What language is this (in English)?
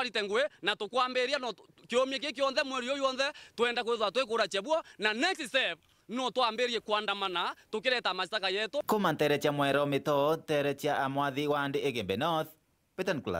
Meru